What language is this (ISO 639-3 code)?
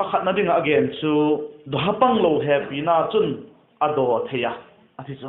vap